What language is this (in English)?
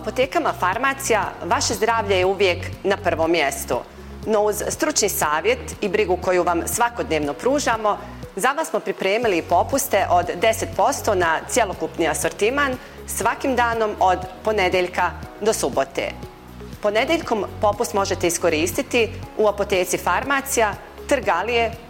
Bosnian